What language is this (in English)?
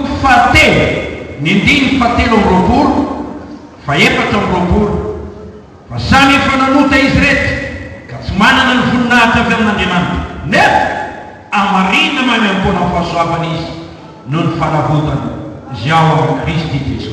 Malagasy